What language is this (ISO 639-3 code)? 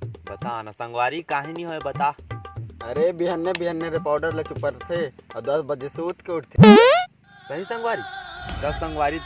hne